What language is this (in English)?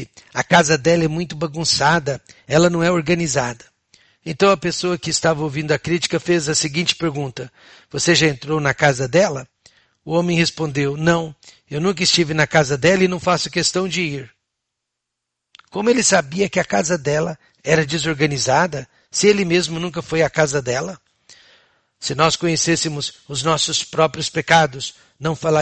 Portuguese